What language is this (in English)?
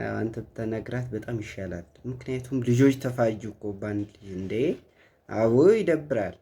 Amharic